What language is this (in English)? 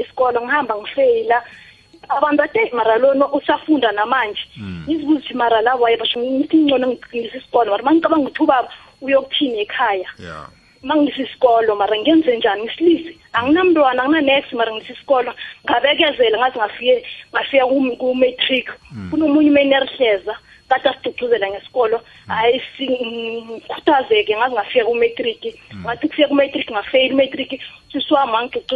South Ndebele